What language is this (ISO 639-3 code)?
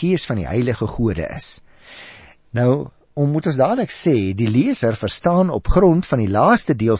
afr